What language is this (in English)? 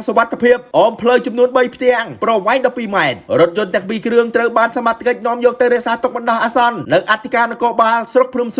Khmer